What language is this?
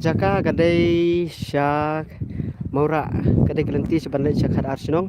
Khasi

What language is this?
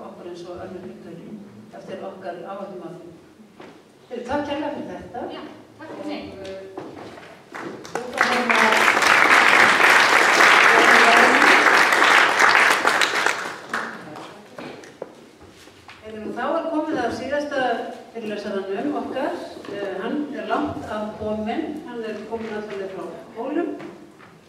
Icelandic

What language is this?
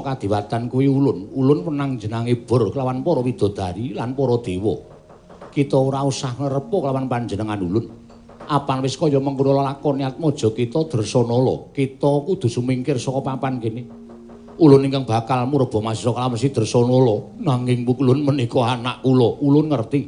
Javanese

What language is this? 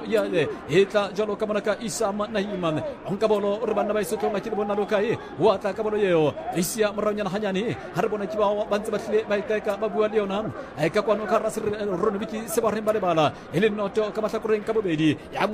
Southern Sotho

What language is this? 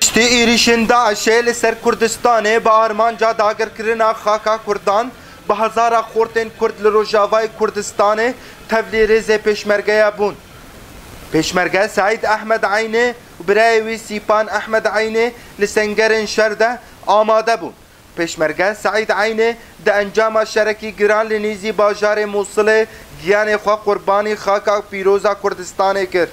Kurdish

